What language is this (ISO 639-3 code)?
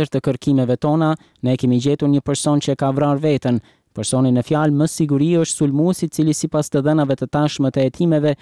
sqi